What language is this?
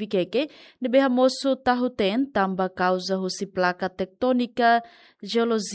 Tetum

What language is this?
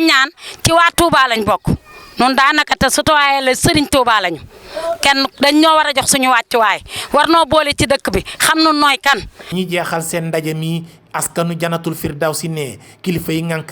Wolof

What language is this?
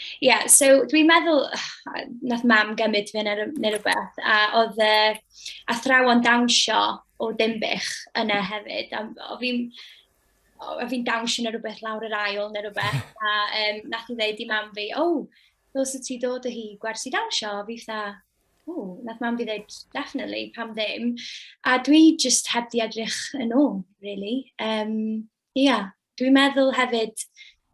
Welsh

